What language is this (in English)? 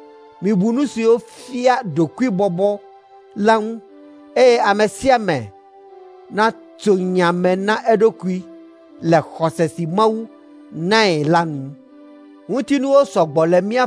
Ewe